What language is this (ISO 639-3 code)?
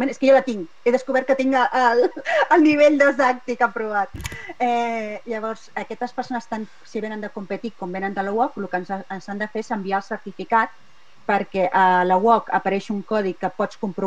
cat